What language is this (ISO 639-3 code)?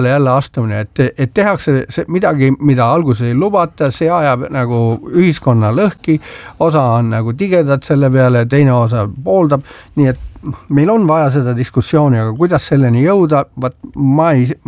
est